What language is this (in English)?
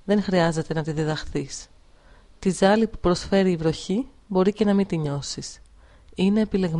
Greek